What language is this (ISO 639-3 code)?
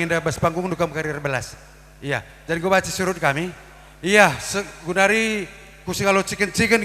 btx